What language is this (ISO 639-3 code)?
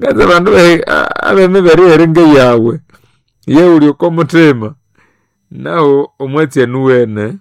nnb